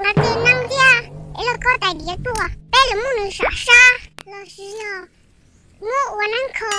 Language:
Hmong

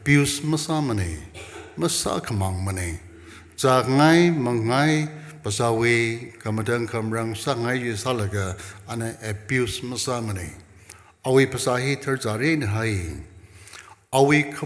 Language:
Tangkhul Naga (India)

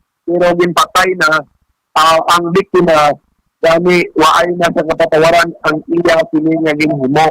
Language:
Hiligaynon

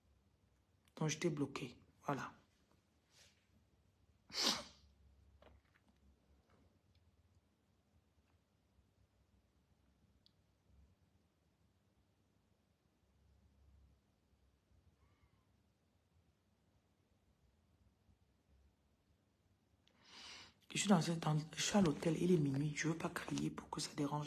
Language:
French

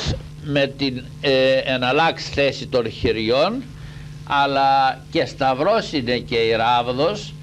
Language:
Greek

